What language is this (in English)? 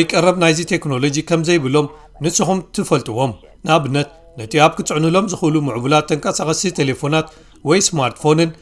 Tigrinya